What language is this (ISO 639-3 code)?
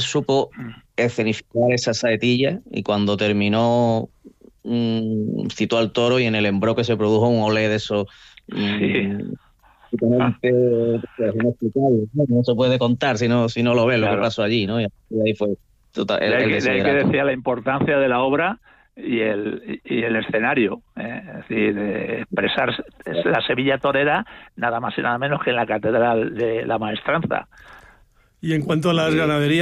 spa